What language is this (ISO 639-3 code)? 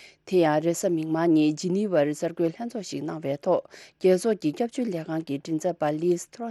bod